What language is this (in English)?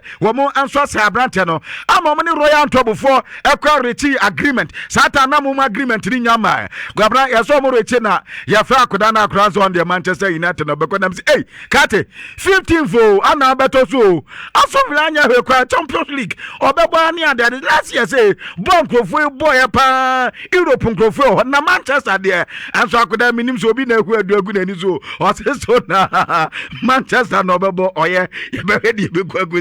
Akan